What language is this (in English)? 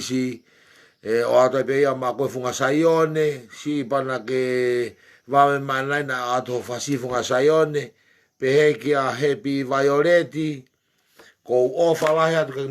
Tongan